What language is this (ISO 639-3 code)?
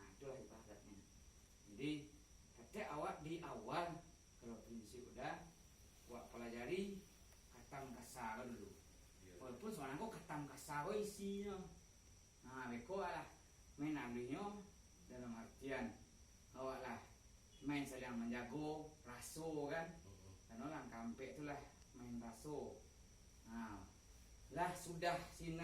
min